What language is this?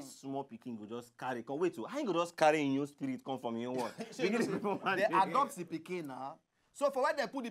Nigerian Pidgin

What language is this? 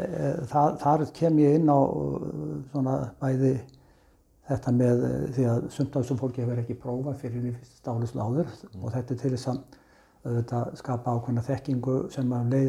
Icelandic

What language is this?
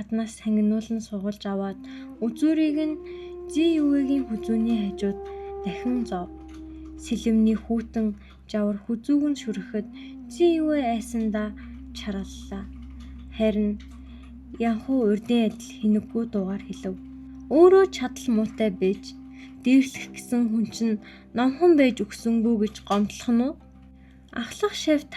Mongolian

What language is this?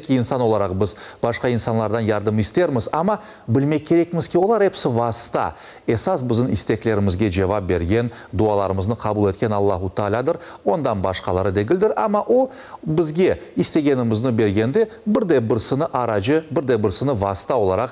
Crimean Tatar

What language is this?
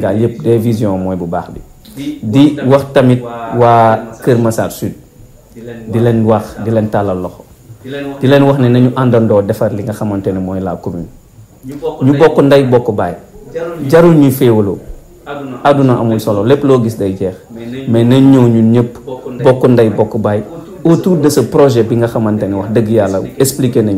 Wolof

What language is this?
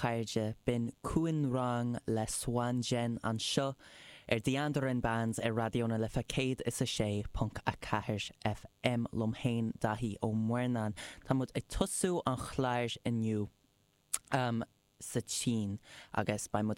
Irish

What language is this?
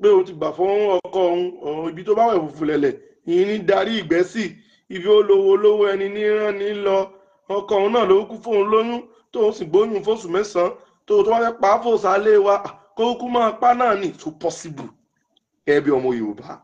Yoruba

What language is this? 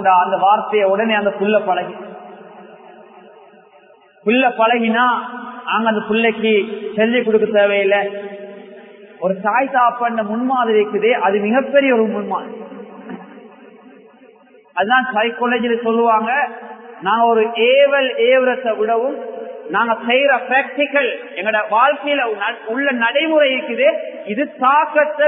Tamil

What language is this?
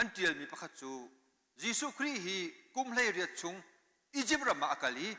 Hakha Chin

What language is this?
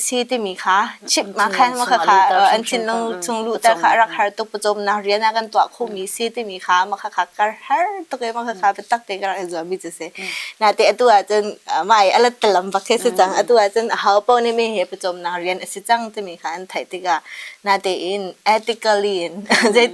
Hakha Chin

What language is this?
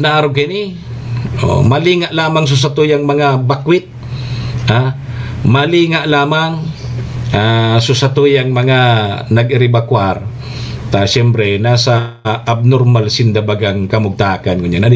Bikol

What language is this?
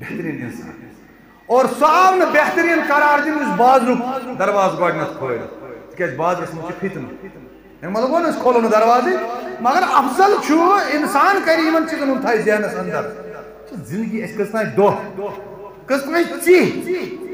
Kashmiri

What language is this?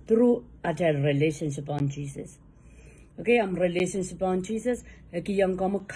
Pohnpeian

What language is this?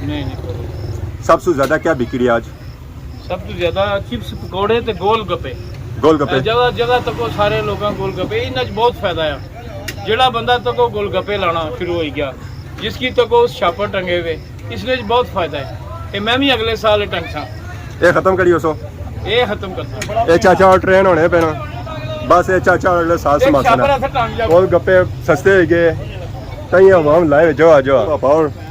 Pahari-Potwari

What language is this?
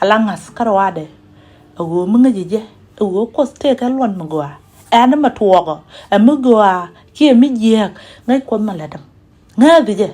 Nuer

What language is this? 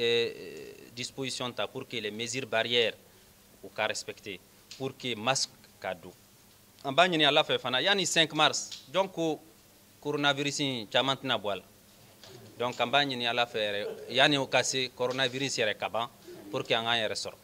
Bambara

